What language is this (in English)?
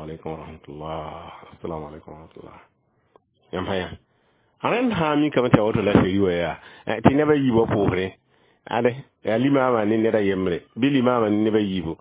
Mossi